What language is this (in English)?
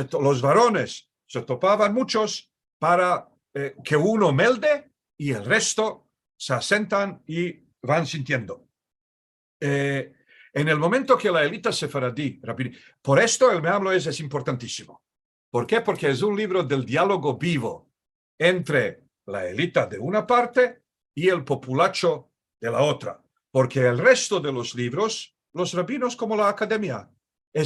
Ladino